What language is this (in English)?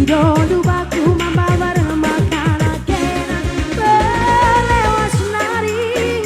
Batak Karo